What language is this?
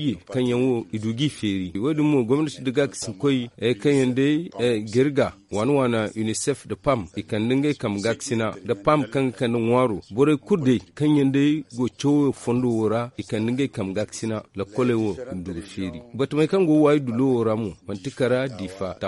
Zarma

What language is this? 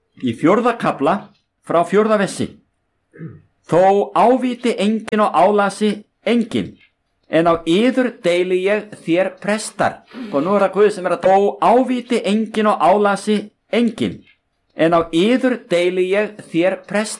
Icelandic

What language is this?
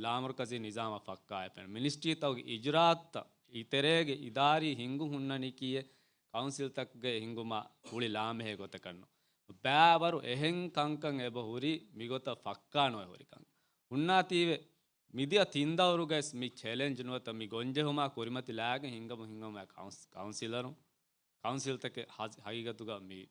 Divehi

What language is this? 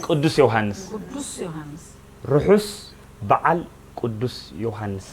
Tigrinya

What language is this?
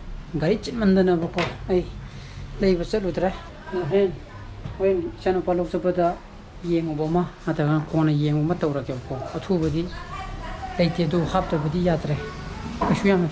Manipuri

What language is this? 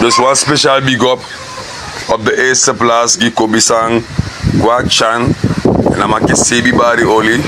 Sranan Tongo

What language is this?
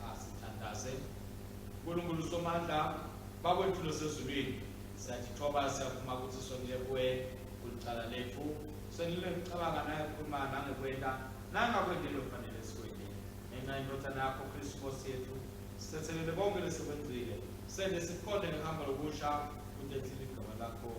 Swati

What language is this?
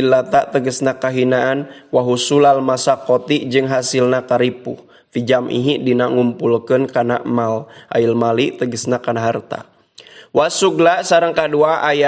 Sundanese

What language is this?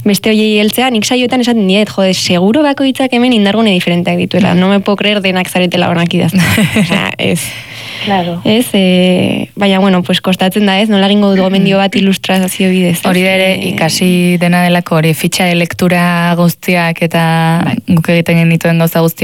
Basque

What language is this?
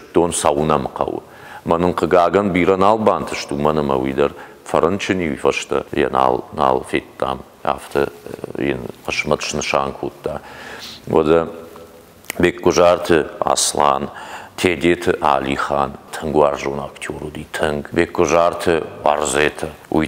Ossetic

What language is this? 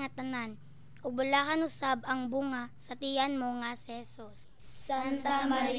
Cebuano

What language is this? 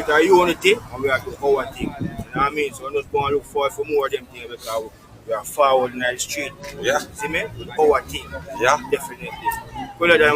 Jamaican Creole English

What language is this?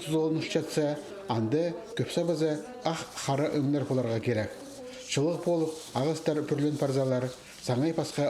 Khakas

